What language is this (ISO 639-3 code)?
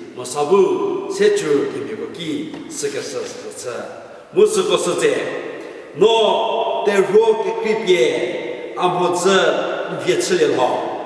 njm